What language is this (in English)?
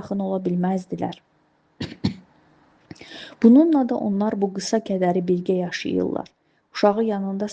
Azerbaijani